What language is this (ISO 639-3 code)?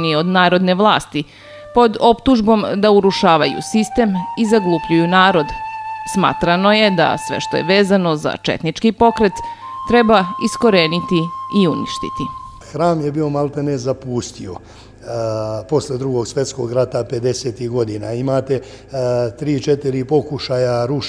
srp